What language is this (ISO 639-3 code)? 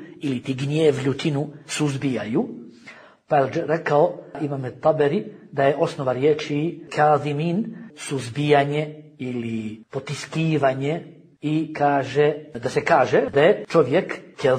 bos